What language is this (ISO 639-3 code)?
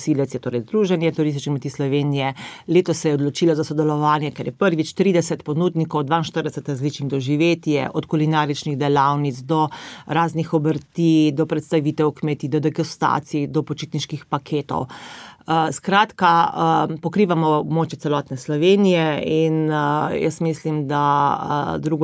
slv